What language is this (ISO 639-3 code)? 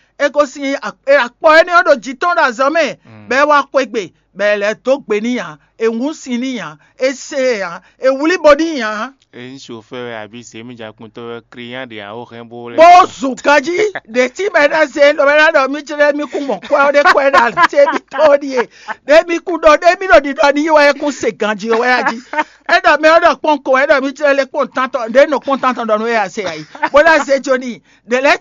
fon